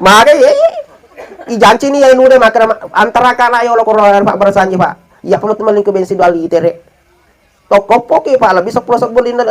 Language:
Buginese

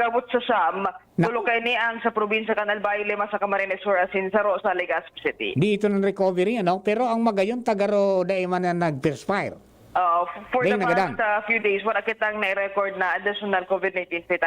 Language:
Bikol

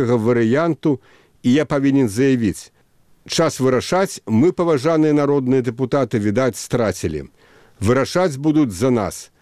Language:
Belarusian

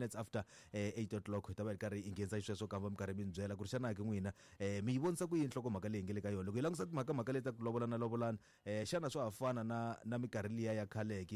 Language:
Tsonga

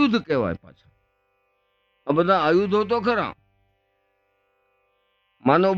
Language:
Gujarati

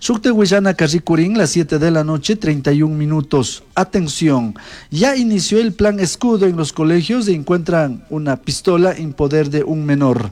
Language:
Chimborazo Highland Quichua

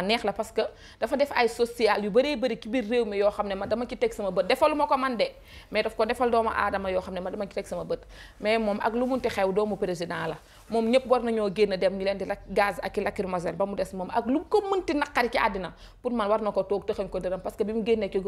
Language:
Wolof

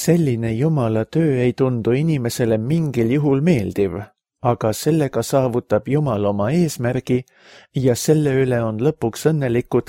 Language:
Estonian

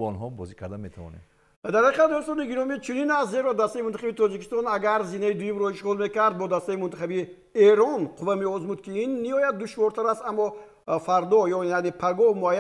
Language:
Tajik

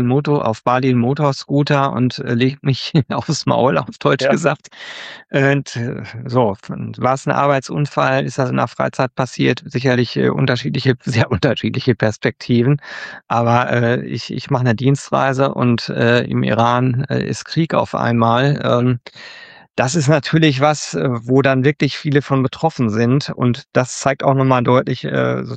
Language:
German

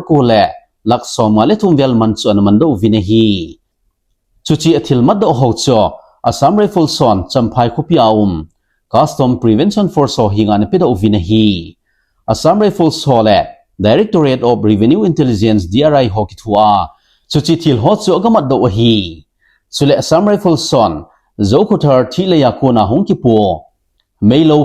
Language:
Thado Chin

